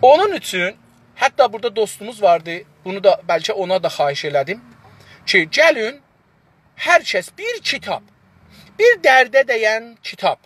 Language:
South Azerbaijani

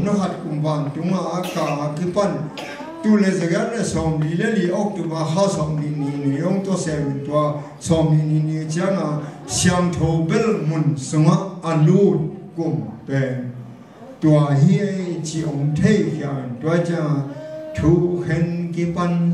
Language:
Tedim Chin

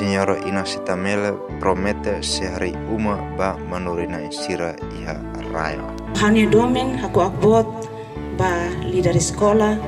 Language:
Tetum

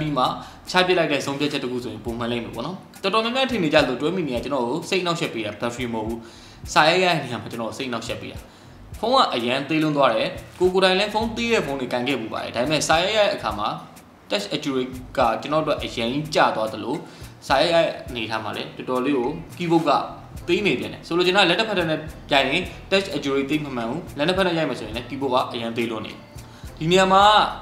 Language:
Burmese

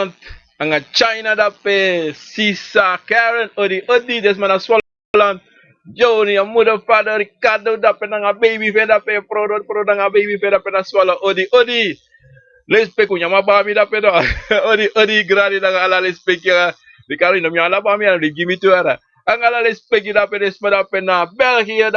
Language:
Sranan Tongo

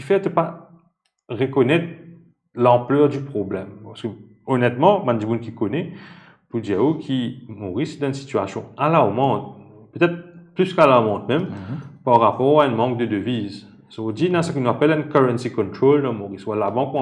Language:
Morisyen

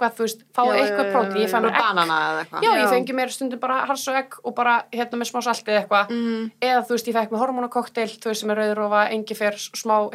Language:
Icelandic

